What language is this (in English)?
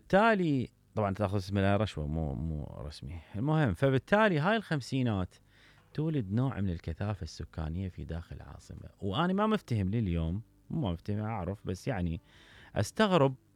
Mesopotamian Arabic